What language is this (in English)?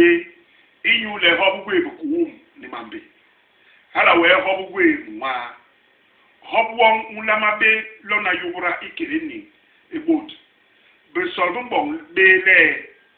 Basaa